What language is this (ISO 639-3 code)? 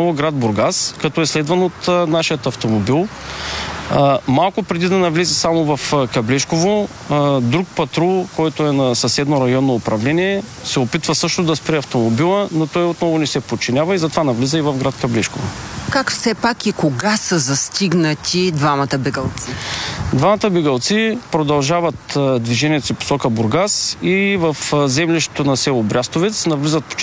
bul